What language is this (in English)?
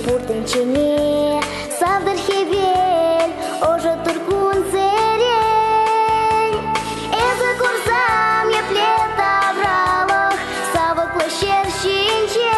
Chuvash